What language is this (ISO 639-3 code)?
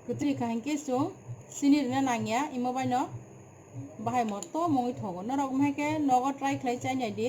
trp